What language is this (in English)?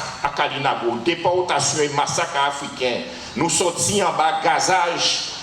Guadeloupean Creole French